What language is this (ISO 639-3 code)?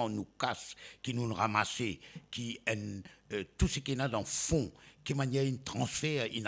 mfe